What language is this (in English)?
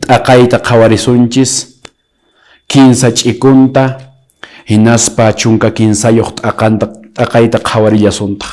Quechua